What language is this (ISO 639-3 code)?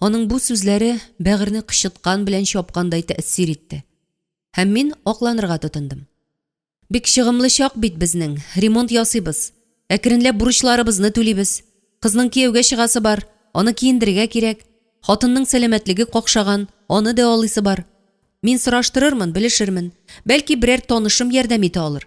tat